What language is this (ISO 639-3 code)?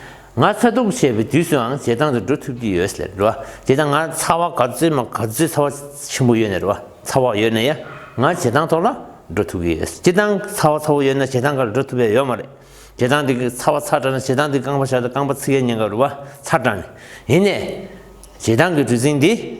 bod